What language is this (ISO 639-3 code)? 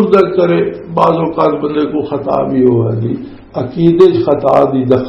lah